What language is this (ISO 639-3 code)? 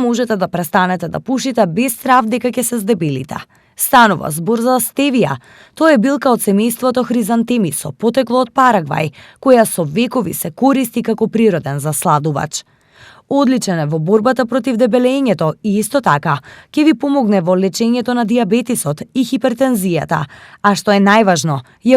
mkd